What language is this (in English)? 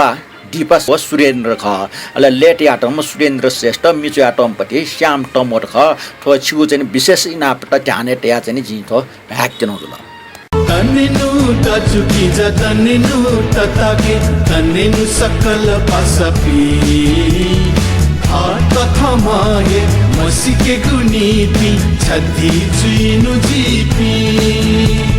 Newari